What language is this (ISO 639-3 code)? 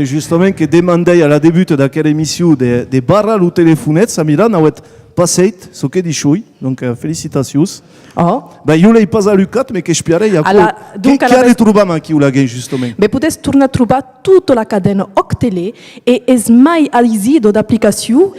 oci